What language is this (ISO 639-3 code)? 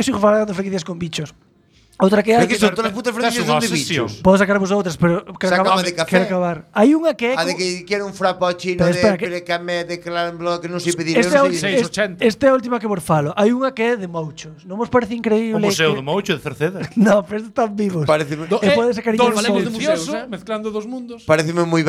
glg